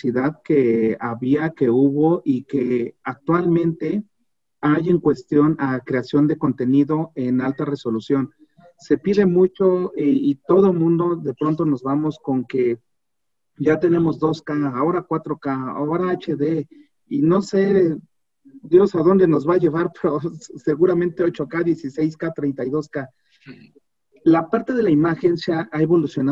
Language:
Spanish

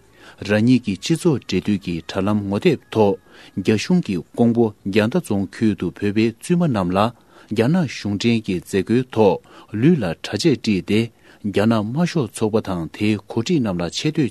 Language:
Tibetan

